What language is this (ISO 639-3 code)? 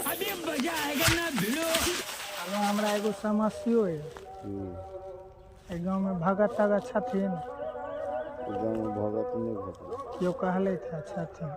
mai